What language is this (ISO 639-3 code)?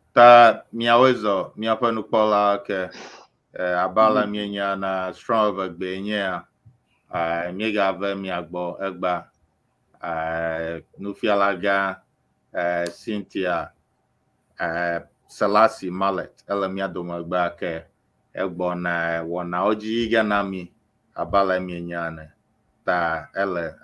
ewe